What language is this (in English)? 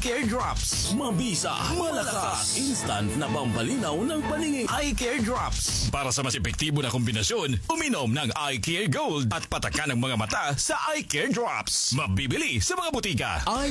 Filipino